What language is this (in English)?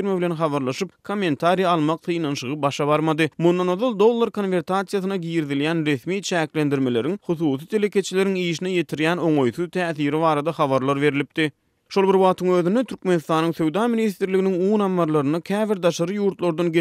Turkmen